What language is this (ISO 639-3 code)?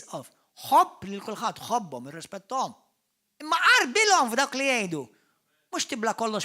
mlt